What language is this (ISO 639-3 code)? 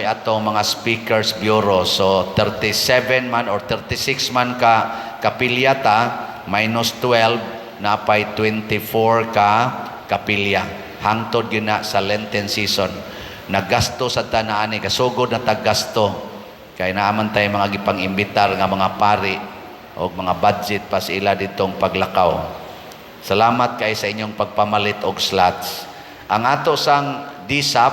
ceb